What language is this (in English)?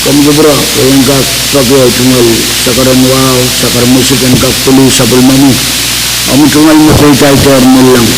Pohnpeian